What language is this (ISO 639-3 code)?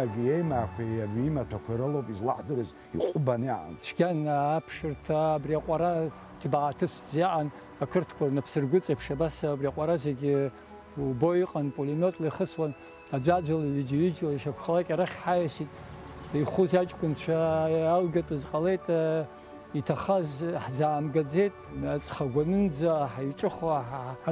abk